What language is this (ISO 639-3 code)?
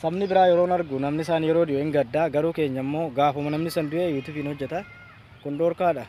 orm